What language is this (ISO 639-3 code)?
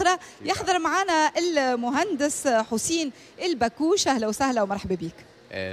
aeb